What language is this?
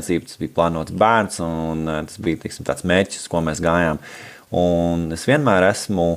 Latvian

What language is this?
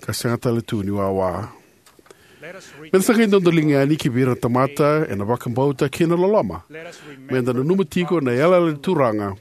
Fijian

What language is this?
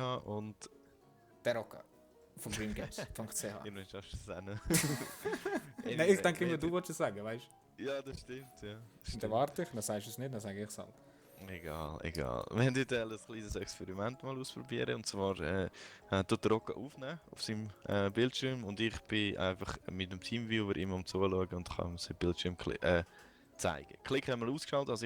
Swiss German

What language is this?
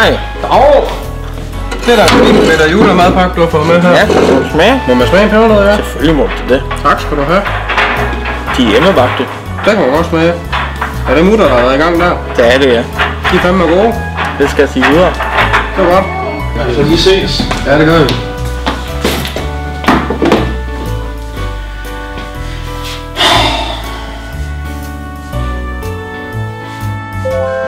Danish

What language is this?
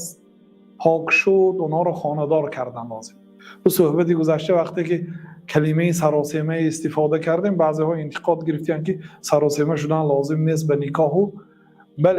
Tajik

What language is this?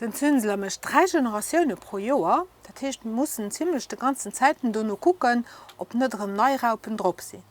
Luxembourgish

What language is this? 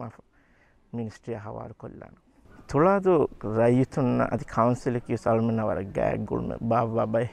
Divehi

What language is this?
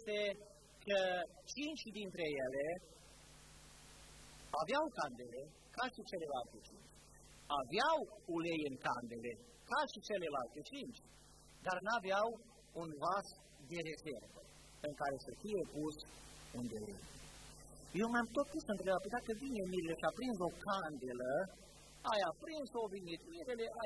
Romanian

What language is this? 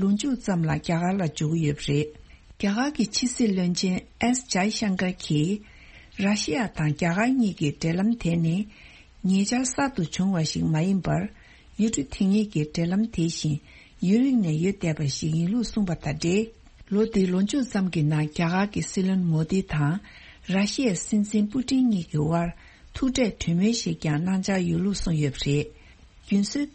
Tibetan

